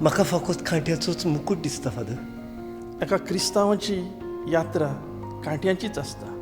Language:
Konkani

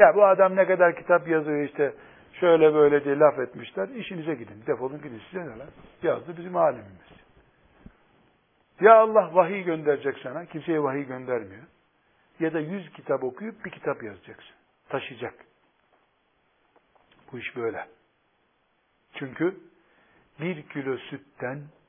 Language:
Turkish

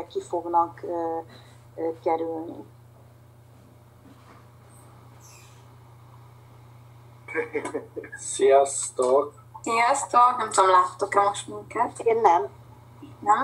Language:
Hungarian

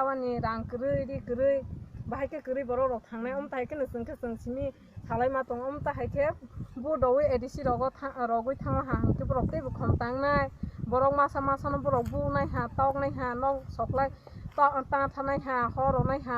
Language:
Kok Borok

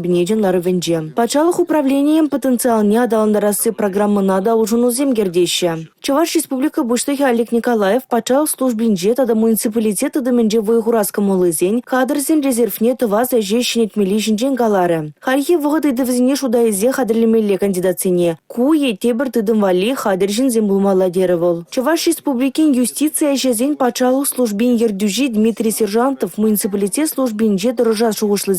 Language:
Chuvash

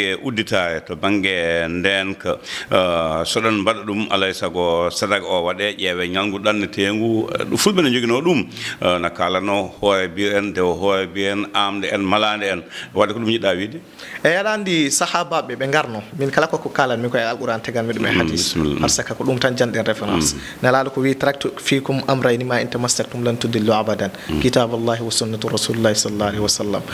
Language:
Fula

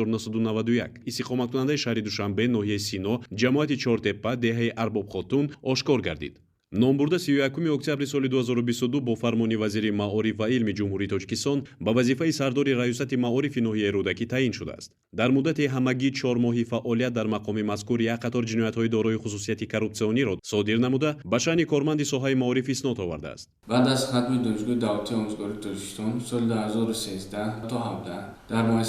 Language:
Tajik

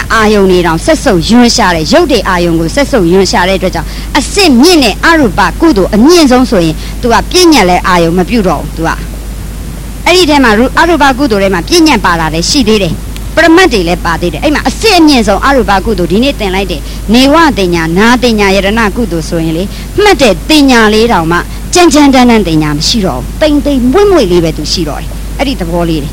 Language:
Burmese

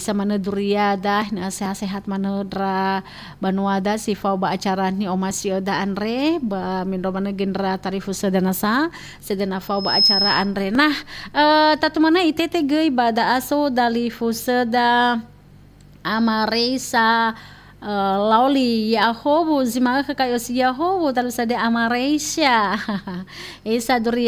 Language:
Nias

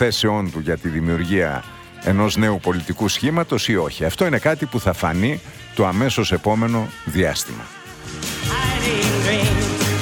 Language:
Greek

